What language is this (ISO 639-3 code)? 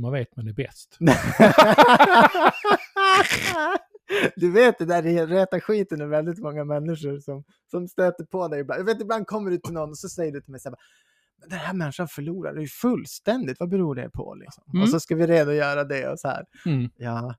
swe